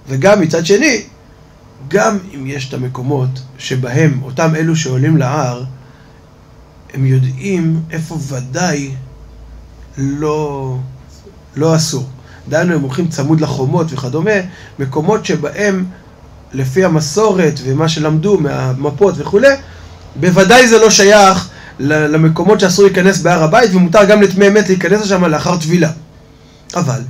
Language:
Hebrew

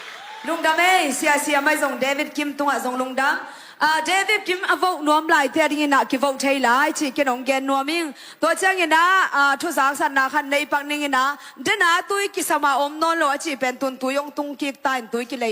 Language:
Tedim Chin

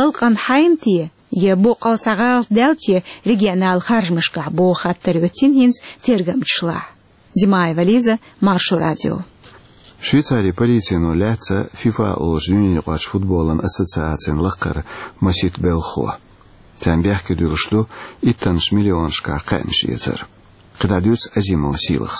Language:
Chechen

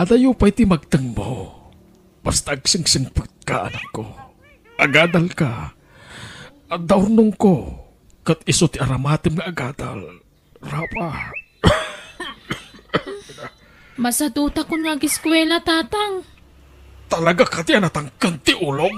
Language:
Iloko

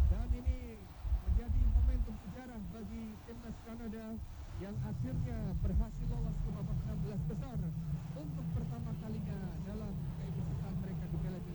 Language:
Indonesian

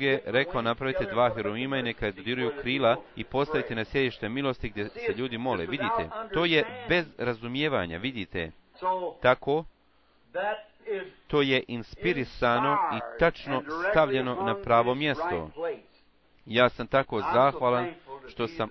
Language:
Bosnian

